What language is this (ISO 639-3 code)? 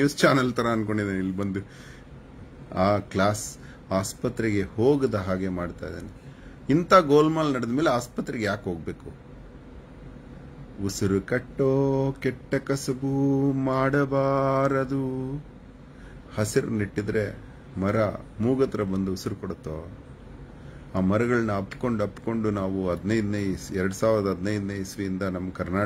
kan